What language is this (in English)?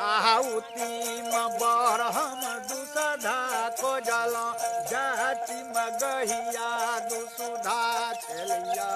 Maithili